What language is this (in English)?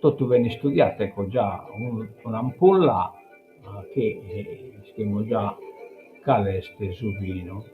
Sardinian